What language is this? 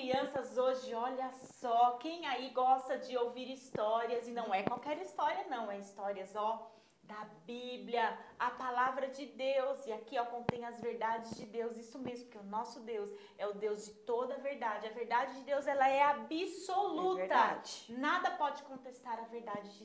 Portuguese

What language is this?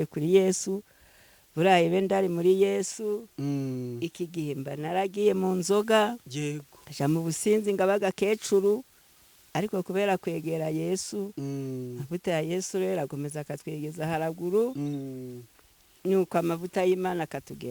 Kinyarwanda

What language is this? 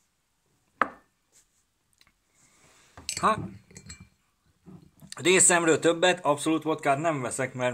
Hungarian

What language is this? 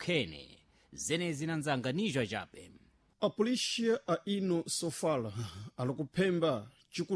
Sena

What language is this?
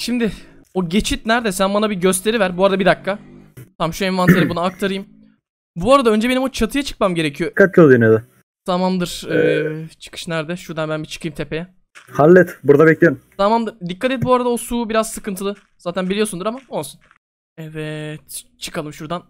Turkish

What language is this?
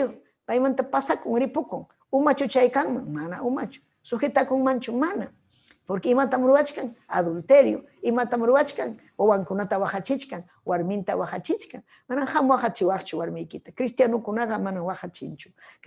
Ayacucho Quechua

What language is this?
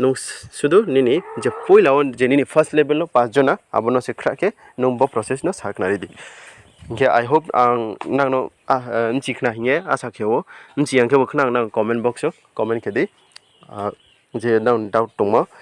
Riang (India)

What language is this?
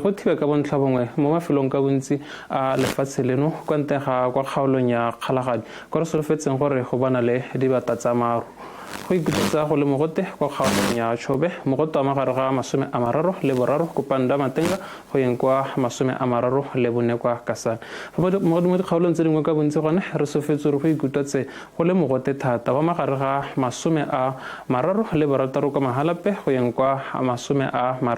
Tswana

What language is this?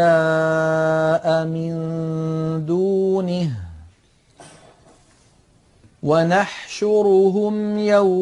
Arabic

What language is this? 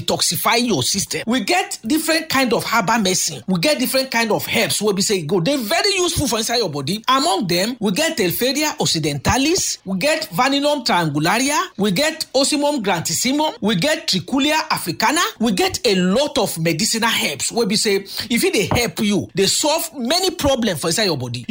Nigerian Pidgin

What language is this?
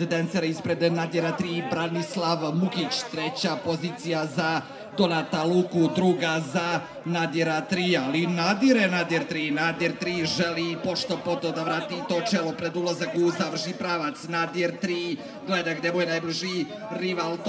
Serbian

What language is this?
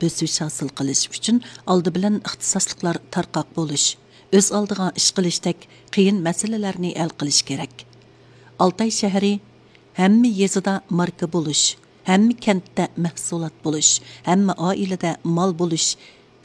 Uyghur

